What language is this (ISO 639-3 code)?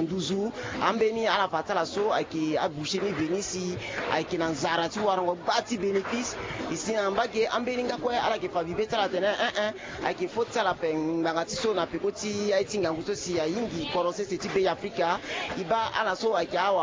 sag